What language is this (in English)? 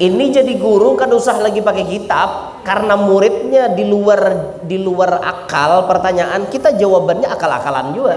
Banjar